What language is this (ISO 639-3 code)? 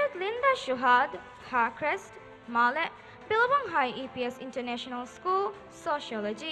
div